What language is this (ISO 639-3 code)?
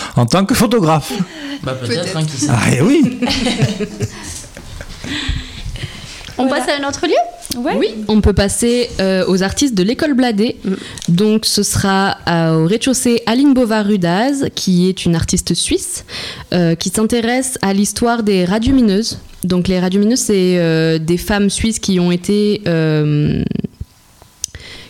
fra